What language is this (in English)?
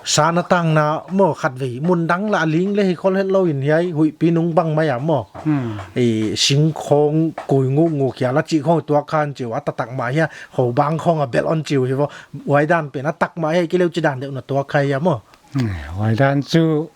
Paite Chin